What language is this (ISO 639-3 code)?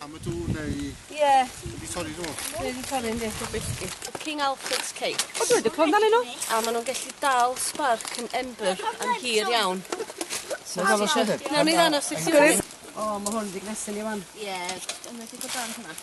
cym